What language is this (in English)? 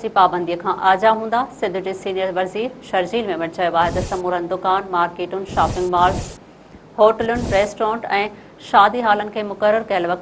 Sindhi